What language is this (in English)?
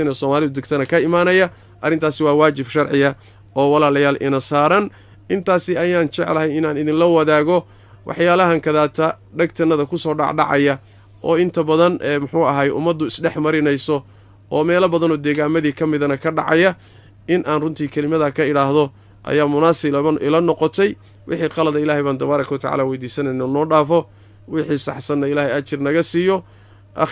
Somali